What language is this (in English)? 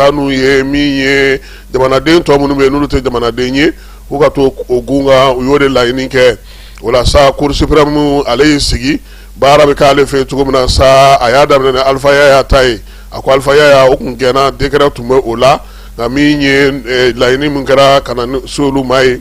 Bambara